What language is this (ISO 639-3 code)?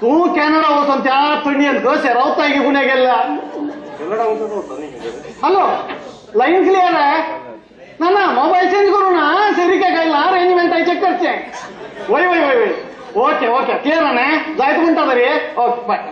kok